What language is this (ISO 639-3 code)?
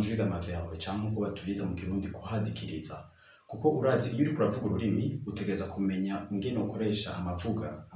run